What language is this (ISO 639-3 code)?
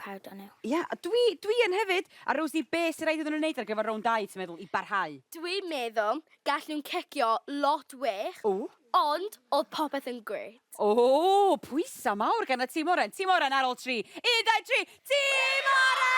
cym